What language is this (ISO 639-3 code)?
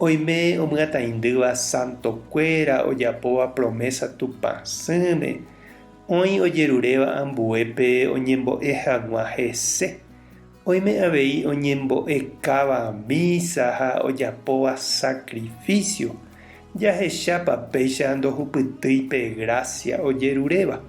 grn